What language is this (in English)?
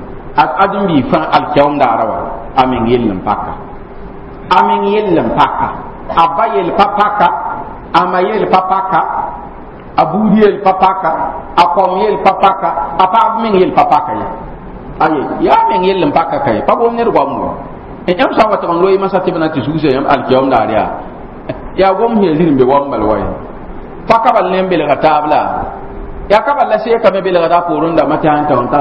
Mossi